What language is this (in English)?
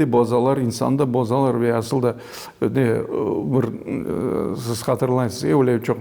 Crimean Tatar